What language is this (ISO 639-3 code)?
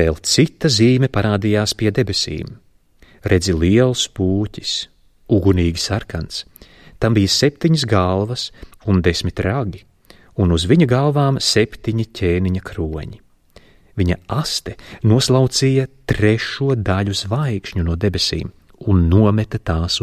lav